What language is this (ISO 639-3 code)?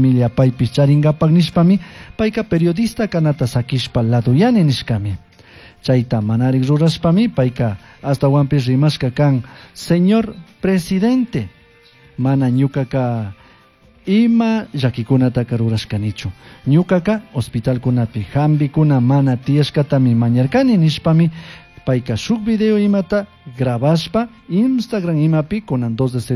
qug